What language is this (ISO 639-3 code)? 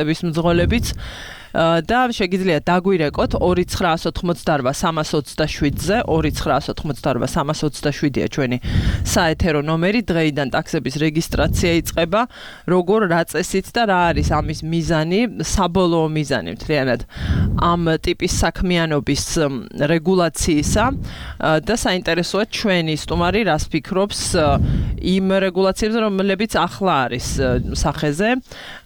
kat